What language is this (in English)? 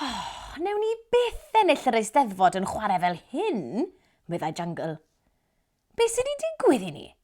Welsh